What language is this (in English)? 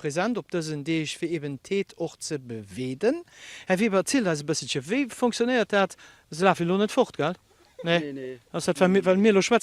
Luxembourgish